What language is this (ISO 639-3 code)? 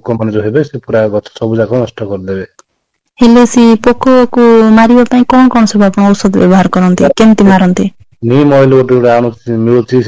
ori